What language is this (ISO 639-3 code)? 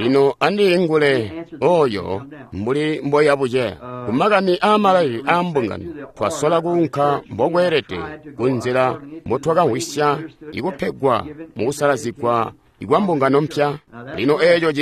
toi